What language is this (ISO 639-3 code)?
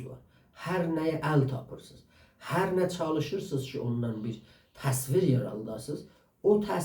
azb